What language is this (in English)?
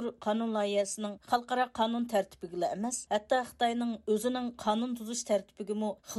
Uyghur